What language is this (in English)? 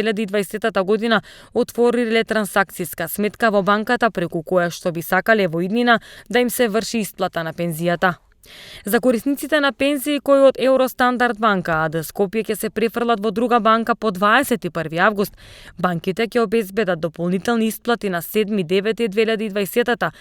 Macedonian